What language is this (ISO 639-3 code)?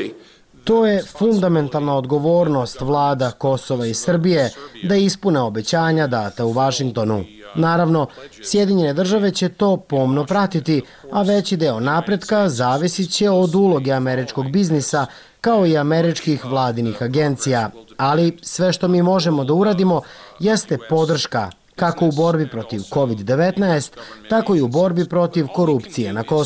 srp